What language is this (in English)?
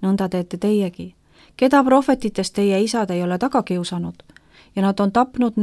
Estonian